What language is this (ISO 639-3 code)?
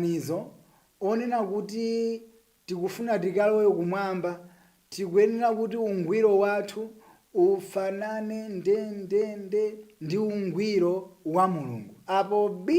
nya